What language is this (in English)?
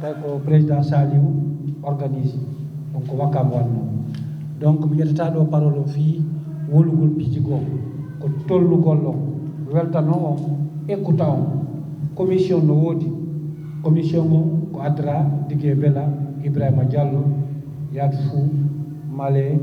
Fula